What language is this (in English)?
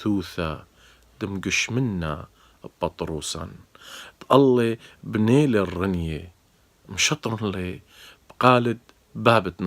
Assyrian Neo-Aramaic